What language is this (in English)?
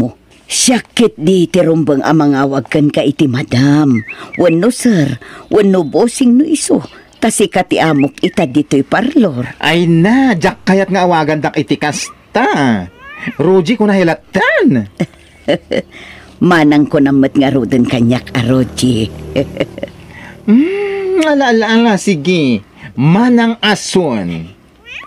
Iloko